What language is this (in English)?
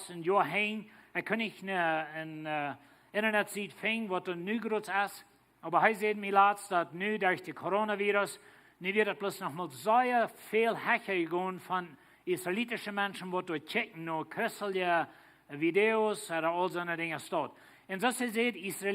Plautdietsch